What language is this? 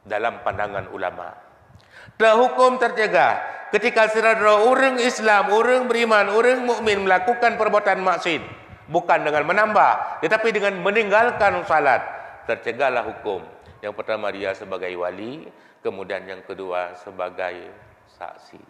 Achinese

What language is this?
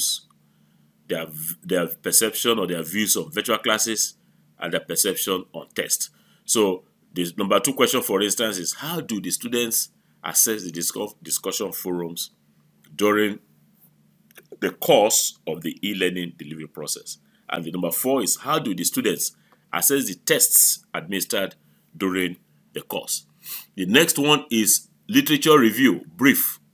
English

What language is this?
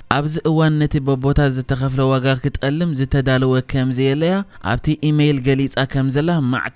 Tigrinya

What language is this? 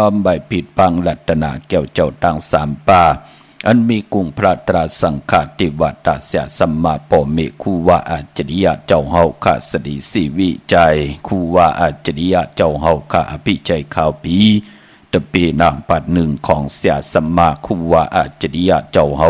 Shan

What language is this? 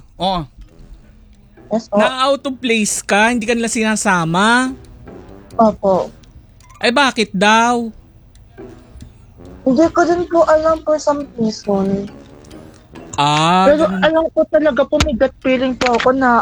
Filipino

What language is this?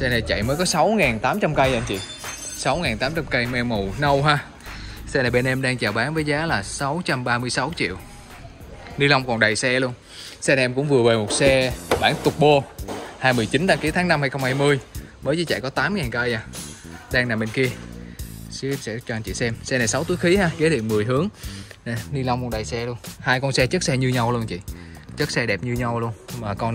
Vietnamese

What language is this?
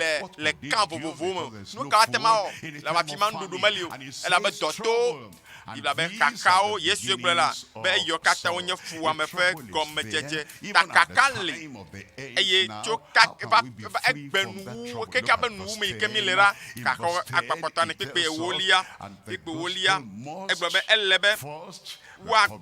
Ewe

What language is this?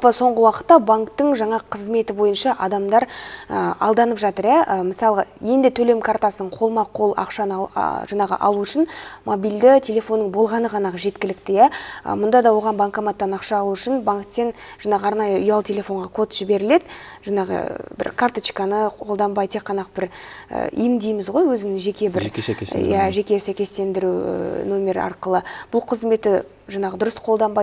Kazakh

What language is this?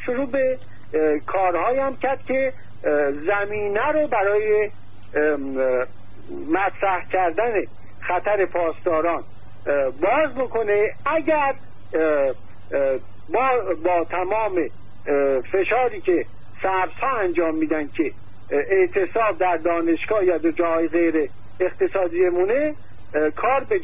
Persian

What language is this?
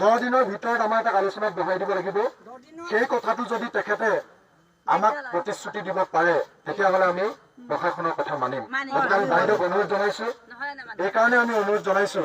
Assamese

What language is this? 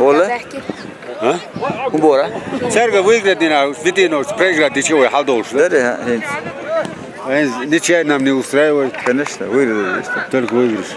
Chechen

